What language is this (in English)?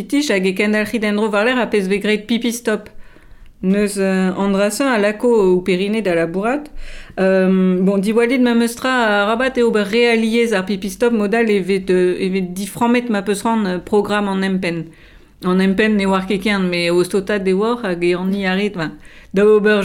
Breton